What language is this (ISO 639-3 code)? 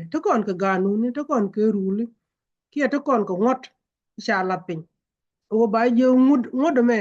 nus